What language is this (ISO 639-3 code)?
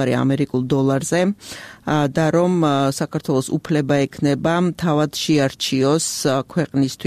kat